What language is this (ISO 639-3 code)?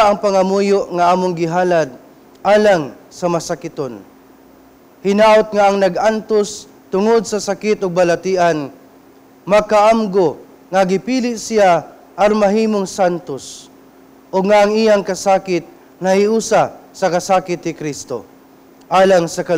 ceb